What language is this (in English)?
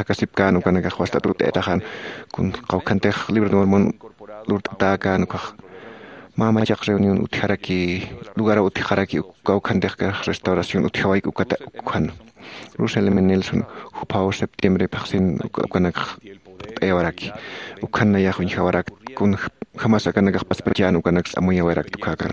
Aymara